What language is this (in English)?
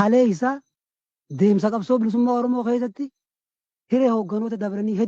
Oromo